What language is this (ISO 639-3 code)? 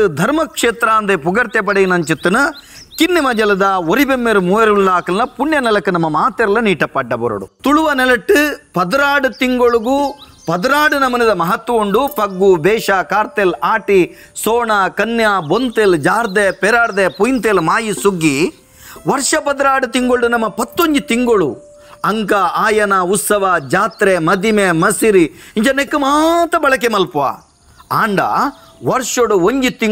tcy